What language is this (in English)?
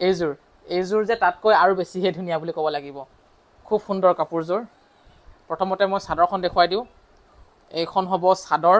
Assamese